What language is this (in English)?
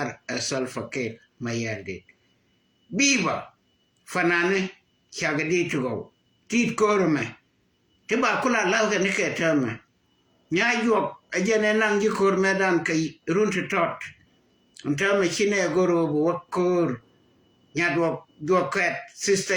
Nuer